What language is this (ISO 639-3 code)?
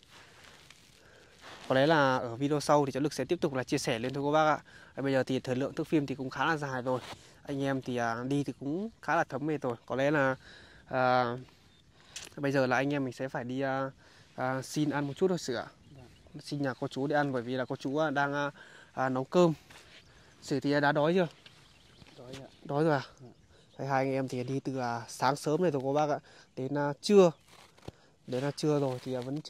vie